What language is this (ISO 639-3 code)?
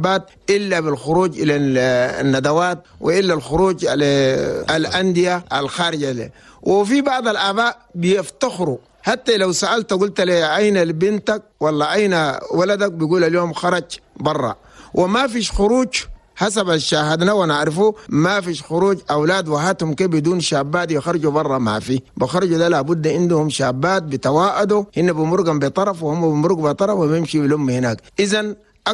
shu